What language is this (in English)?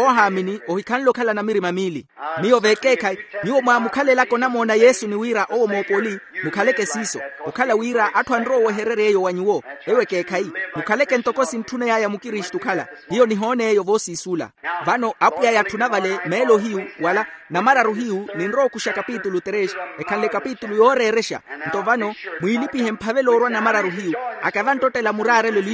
Makhuwa